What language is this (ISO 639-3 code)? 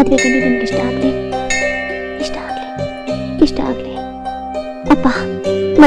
kan